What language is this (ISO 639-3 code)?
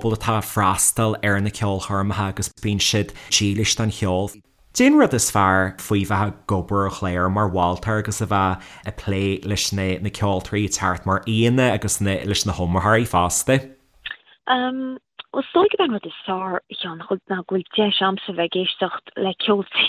gle